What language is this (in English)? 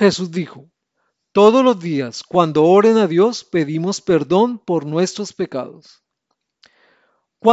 Spanish